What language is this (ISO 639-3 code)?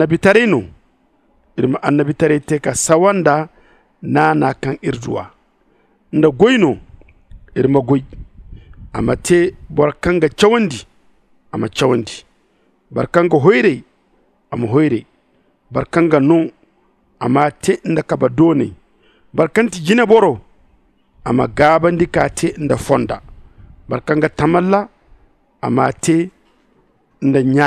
dje